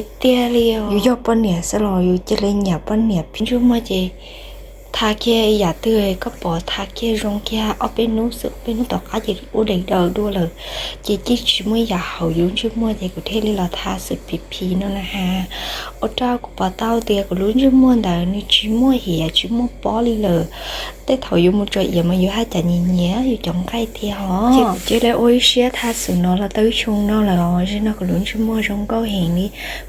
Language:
Hmong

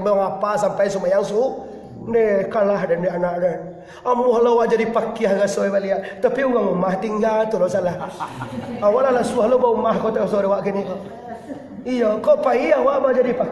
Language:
Minangkabau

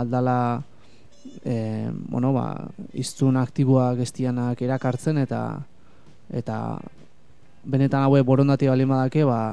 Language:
Basque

